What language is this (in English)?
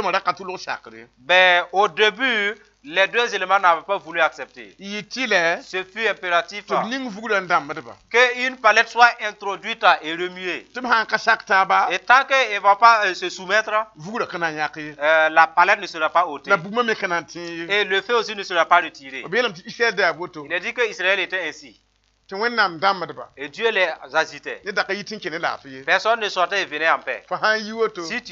Mossi